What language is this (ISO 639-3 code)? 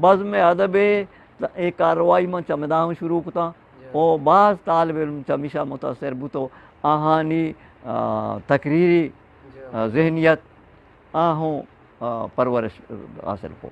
bgp